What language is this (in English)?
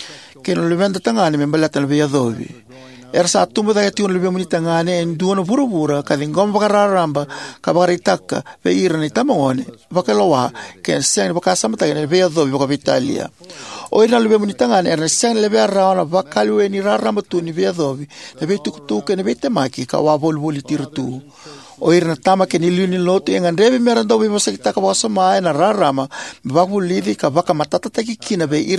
Fijian